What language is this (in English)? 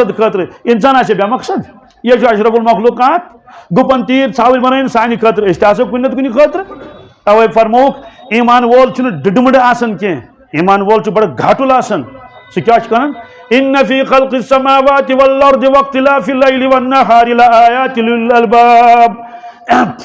Kashmiri